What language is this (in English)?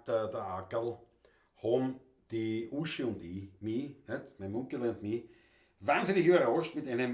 Bavarian